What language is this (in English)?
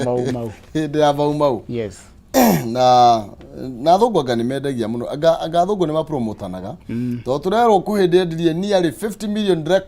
Kikuyu